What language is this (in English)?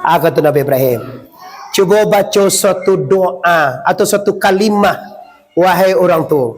Minangkabau